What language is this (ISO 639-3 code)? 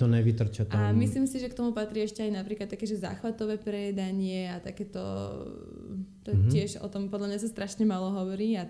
slk